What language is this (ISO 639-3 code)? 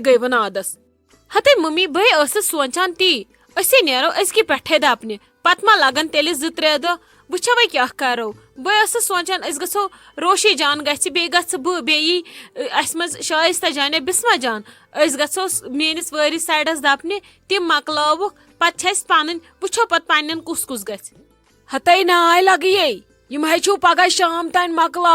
kas